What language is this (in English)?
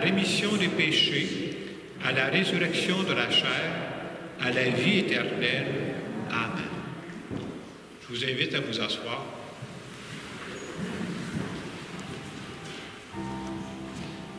French